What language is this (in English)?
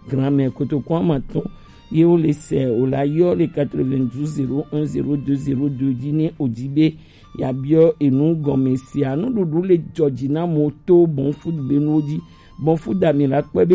Gen